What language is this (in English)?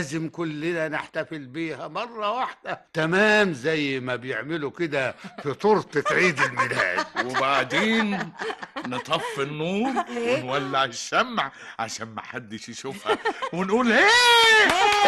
Egyptian Arabic